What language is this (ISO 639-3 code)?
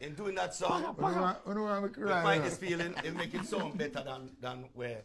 jam